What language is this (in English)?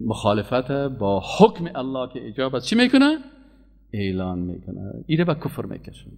Persian